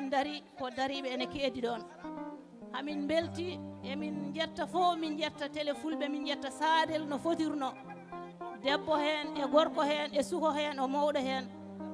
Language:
Fula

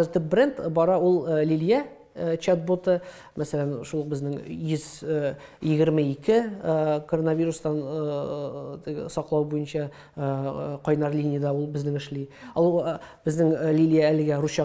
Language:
Tatar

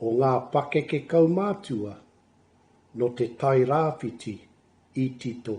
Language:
Māori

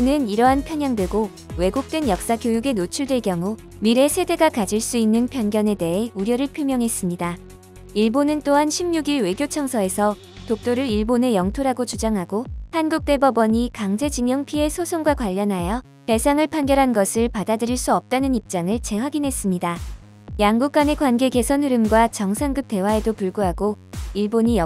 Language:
Korean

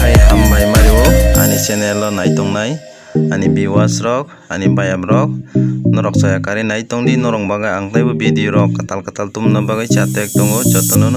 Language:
Kok Borok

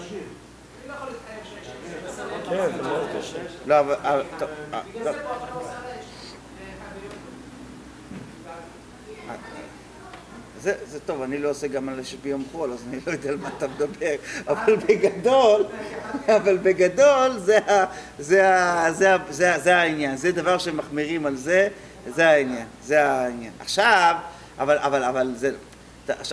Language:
Hebrew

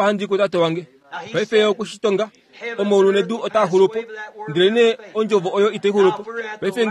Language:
Kuanyama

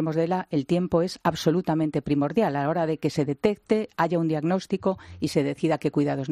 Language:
Spanish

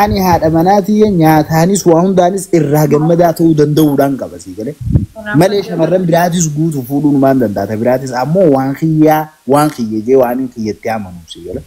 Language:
Oromo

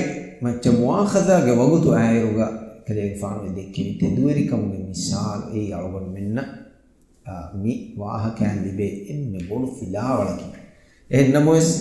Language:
Divehi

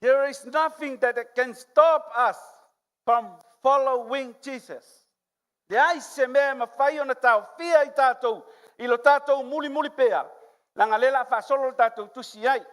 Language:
Samoan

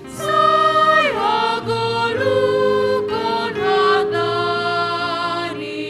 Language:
Batak Simalungun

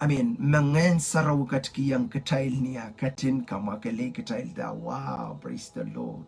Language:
Pohnpeian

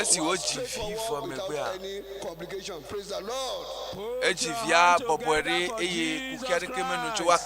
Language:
Ewe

